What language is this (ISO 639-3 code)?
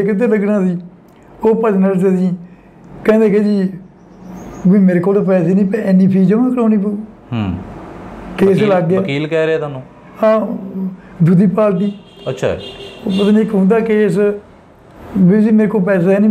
pan